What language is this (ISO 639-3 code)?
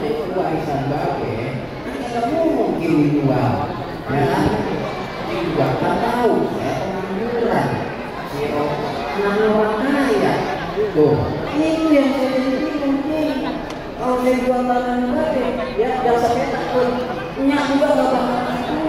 bew